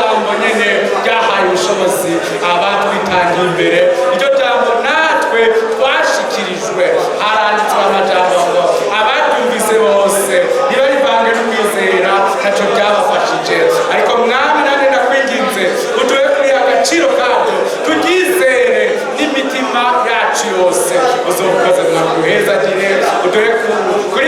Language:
Rundi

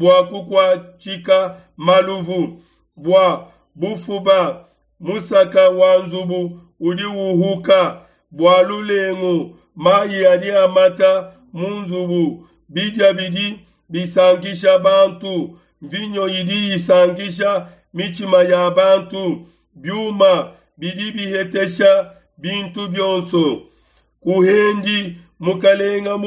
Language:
Luba-Lulua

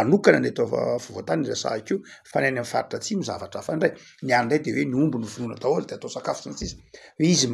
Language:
Malagasy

